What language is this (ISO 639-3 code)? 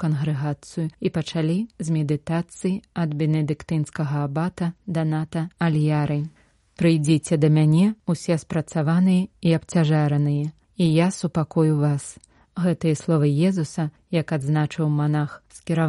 bel